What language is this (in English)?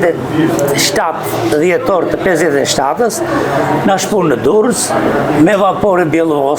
Albanian